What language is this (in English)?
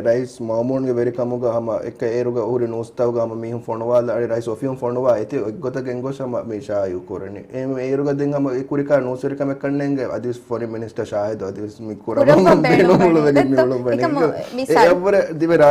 Divehi